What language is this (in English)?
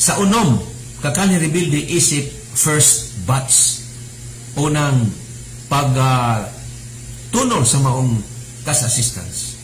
Cebuano